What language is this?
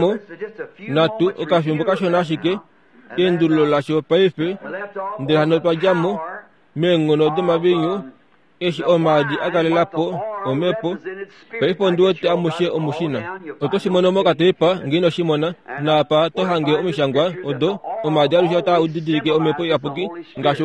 Kuanyama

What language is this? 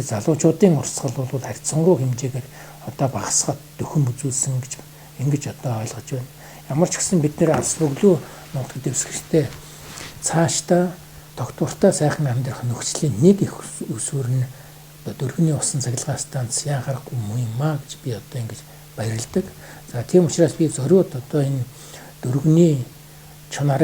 Mongolian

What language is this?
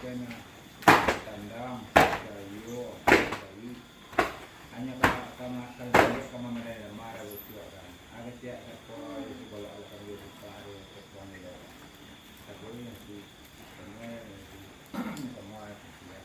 Minangkabau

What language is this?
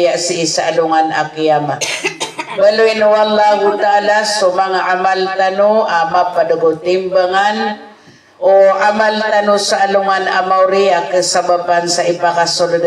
Maranao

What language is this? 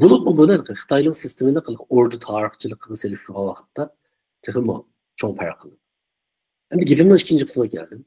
Uyghur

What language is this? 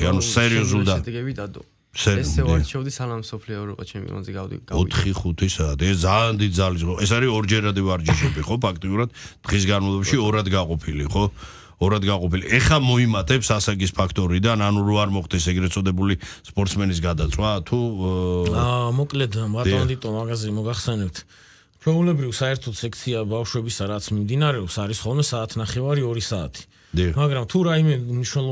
Georgian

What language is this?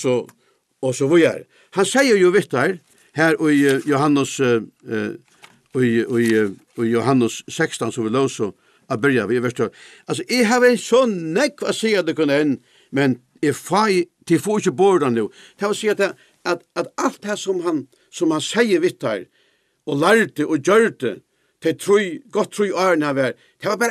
Faroese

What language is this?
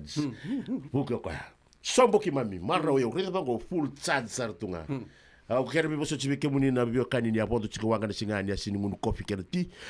Fijian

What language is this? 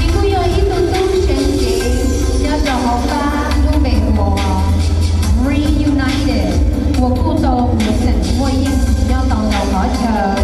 Hmong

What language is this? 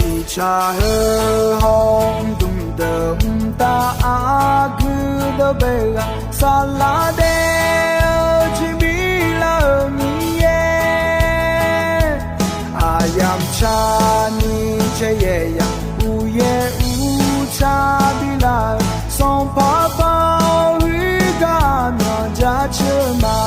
Akha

